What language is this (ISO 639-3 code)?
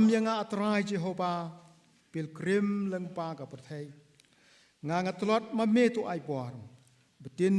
kha